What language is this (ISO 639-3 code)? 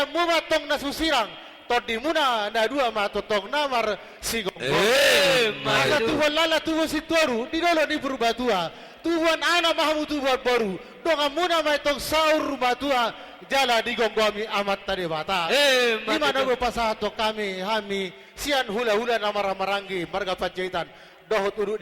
bbc